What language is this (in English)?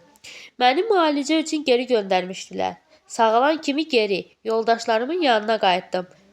Azerbaijani